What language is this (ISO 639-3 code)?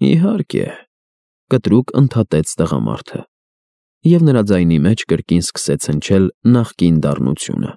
hye